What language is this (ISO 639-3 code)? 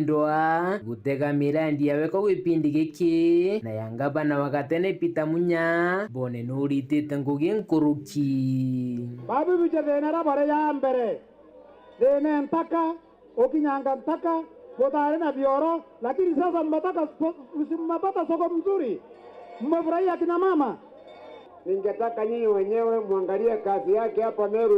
mer